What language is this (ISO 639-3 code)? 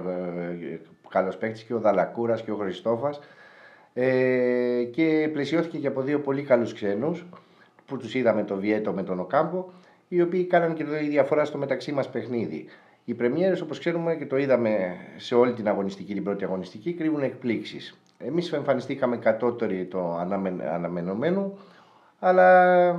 ell